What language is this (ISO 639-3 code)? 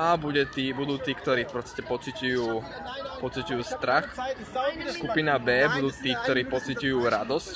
slk